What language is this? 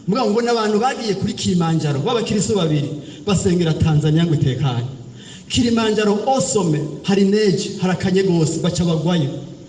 Rundi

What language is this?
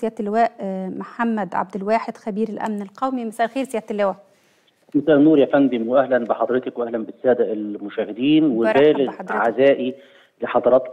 Egyptian Arabic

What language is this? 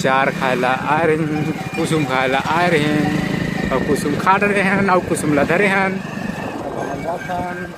Chhattisgarhi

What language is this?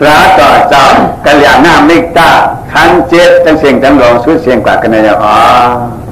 Shan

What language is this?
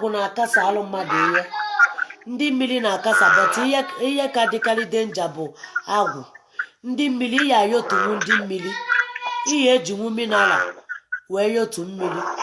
Igbo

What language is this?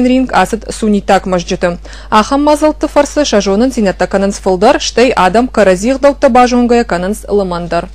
Ossetic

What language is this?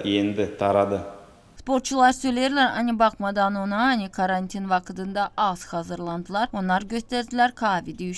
Gagauz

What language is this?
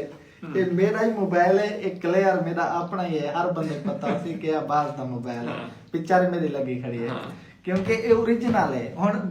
Saraiki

